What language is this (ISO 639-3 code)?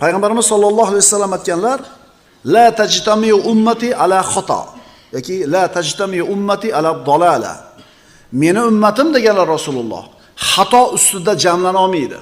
uzb